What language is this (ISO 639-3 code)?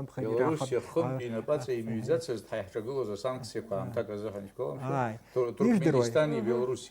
abk